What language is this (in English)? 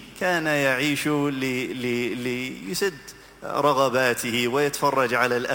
Arabic